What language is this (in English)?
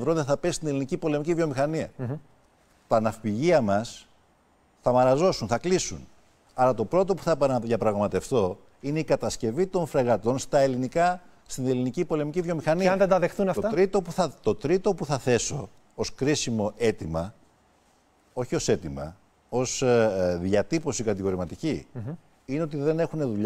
Greek